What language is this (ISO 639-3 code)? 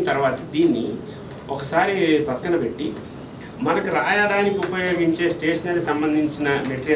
tel